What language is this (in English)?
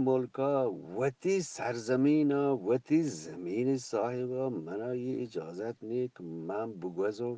Eastern Balochi